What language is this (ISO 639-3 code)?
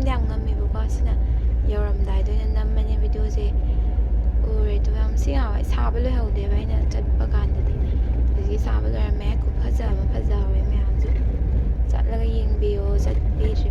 mni